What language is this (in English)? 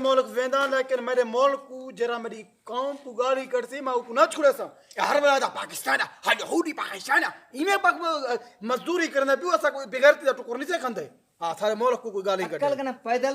Saraiki